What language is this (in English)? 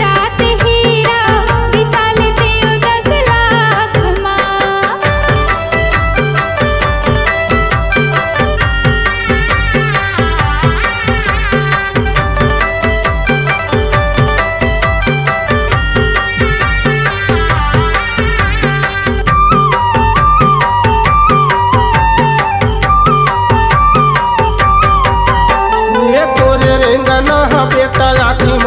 Chhattisgarhi